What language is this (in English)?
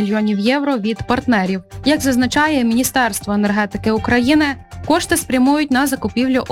Ukrainian